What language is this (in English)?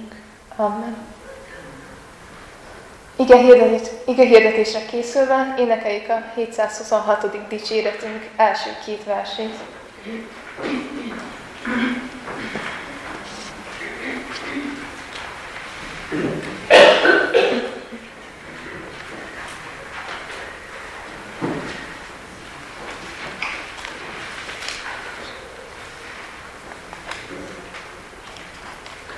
Hungarian